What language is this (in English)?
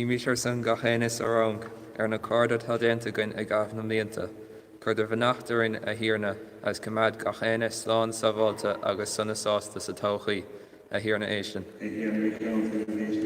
Irish